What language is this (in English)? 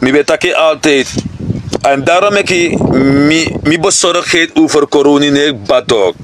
Sranan Tongo